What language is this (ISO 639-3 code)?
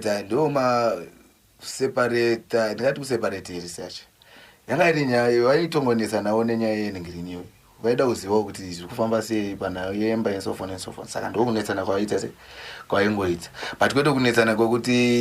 sna